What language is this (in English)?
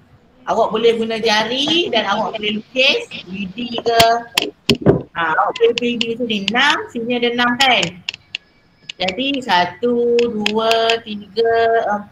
Malay